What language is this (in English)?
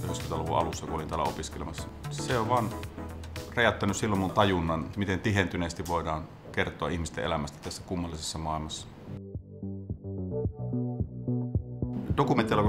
Finnish